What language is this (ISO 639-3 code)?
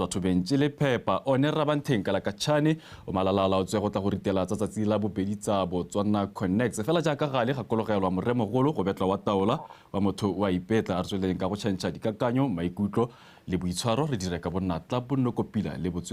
tsn